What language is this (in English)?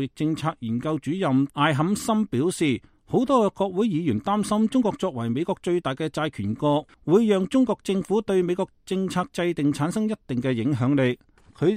Cantonese